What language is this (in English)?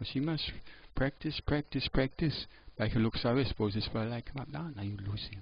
Tok Pisin